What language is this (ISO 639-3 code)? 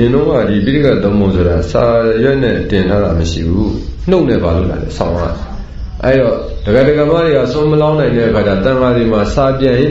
mya